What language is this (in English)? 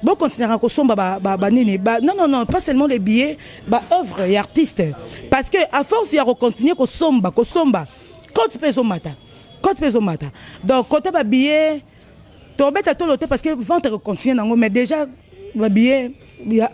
Lingala